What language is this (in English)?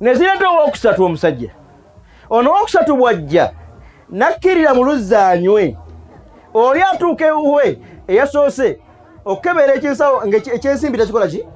Ganda